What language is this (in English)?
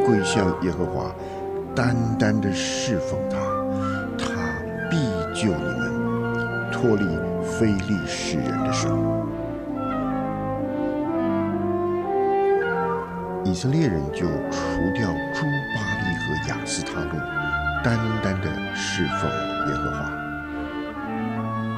Chinese